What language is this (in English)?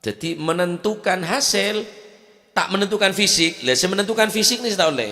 Madurese